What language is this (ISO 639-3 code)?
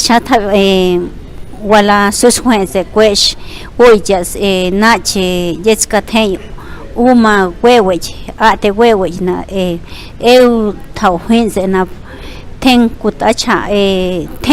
pbb